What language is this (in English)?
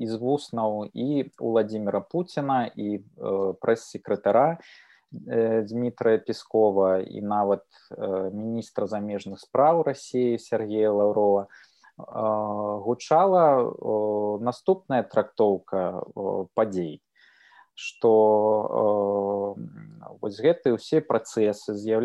Belarusian